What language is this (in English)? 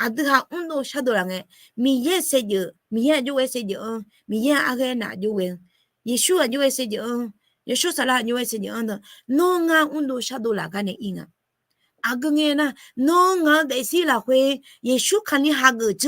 Akha